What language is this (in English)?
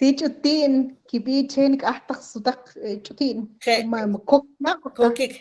Kʼicheʼ